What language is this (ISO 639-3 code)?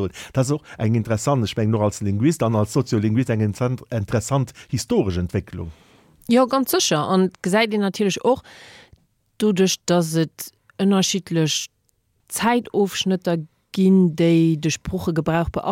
ltz